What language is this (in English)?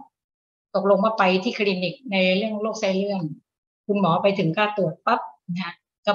Thai